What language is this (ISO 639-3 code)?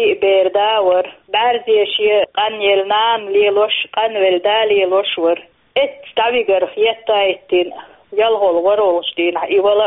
che